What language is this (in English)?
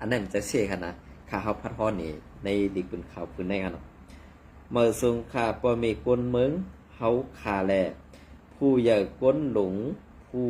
Shan